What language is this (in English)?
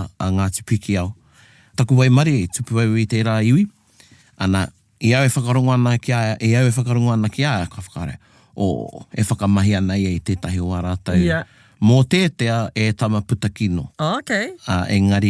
Māori